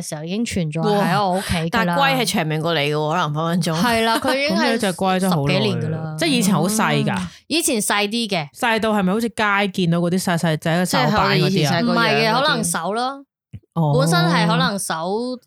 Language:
Cantonese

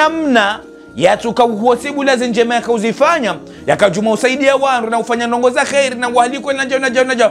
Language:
Ngazidja Comorian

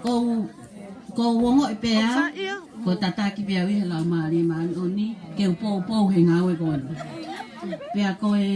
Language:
Tongan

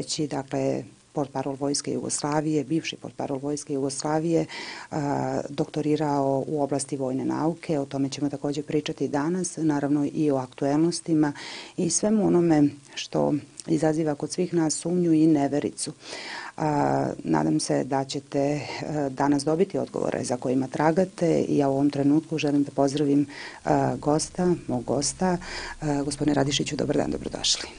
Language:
Serbian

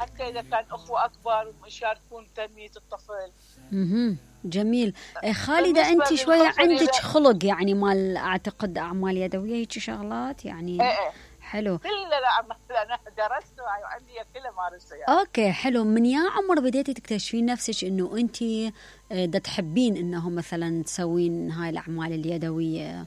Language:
Mesopotamian Arabic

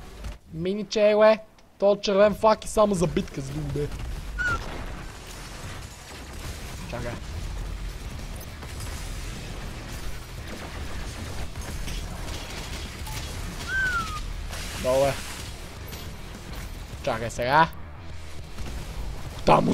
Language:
Bulgarian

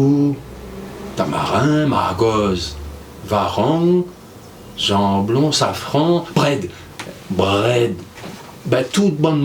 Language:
Réunion Creole French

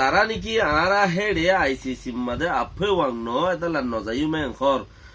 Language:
Rohingya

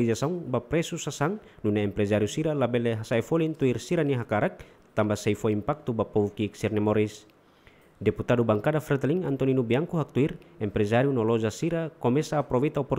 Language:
Tetum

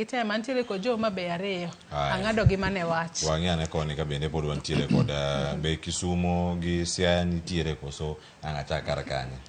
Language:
Luo (Kenya and Tanzania)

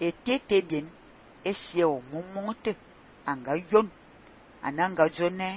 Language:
Fang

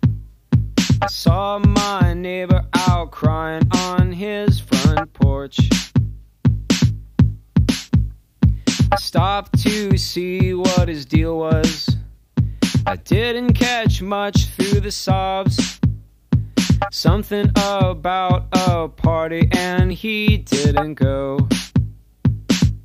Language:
English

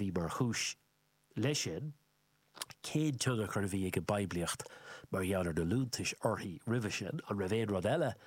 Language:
Irish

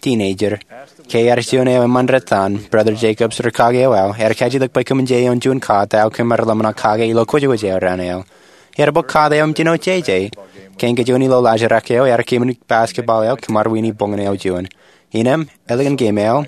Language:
Marshallese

